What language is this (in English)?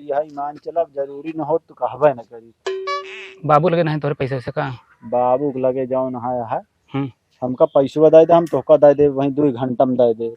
Awadhi